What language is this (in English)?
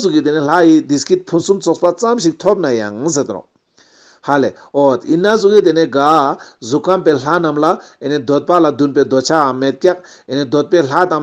Ladakhi